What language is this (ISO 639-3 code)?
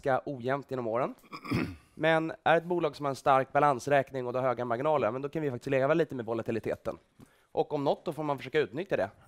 swe